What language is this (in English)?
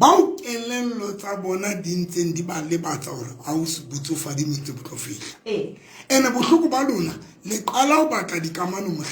Southern Sotho